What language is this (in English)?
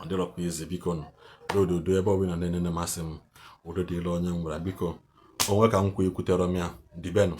Igbo